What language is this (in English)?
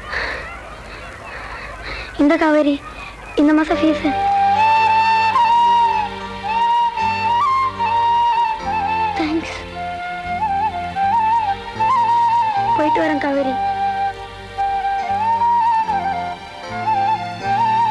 Tamil